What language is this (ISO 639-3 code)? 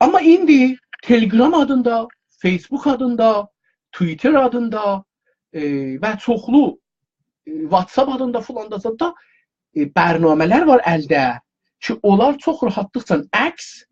azb